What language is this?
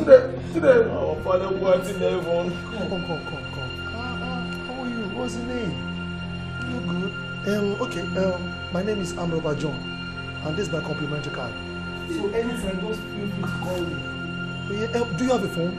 Nigerian Pidgin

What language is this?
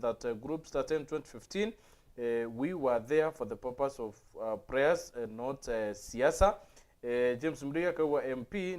Meru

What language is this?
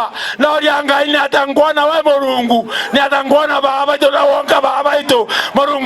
Meru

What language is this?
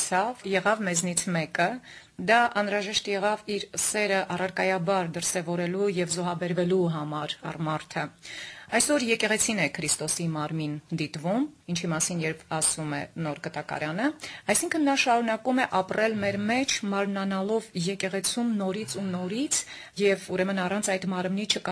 Armenian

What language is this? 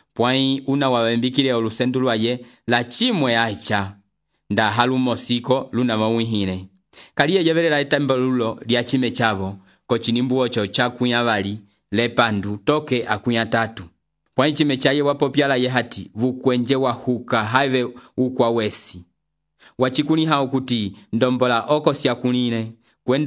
Umbundu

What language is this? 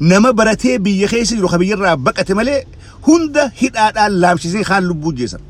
Oromo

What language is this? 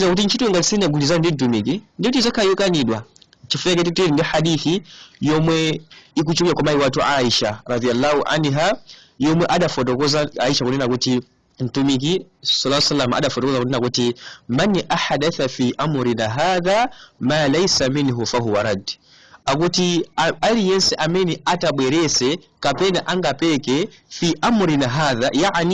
Nyanja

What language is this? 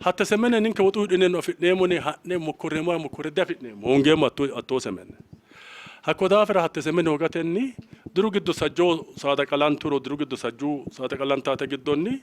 Sidamo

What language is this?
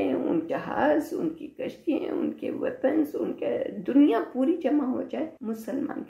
Urdu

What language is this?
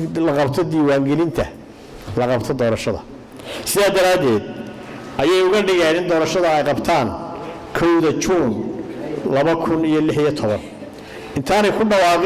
Somali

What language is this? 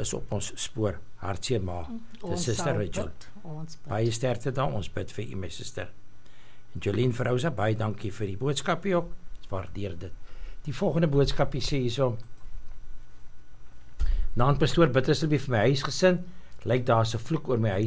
Afrikaans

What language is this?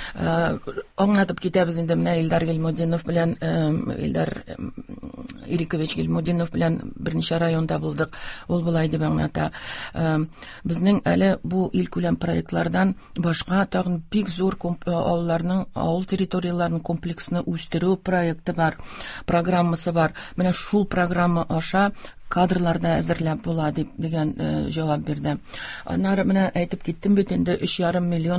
Tatar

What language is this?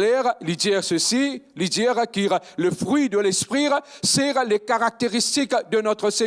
Morisyen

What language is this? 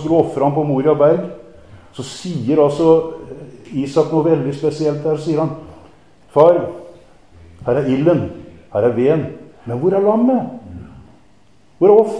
Norwegian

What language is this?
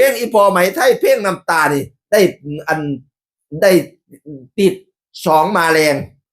Northeastern Thai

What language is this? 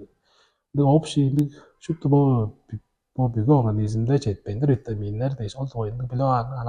Tuvinian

